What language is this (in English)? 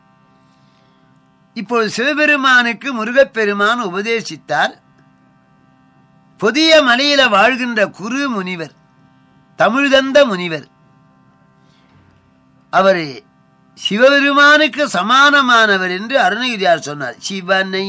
Tamil